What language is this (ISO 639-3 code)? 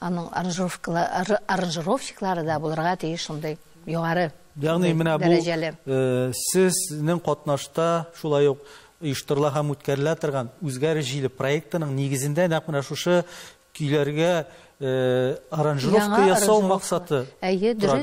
tat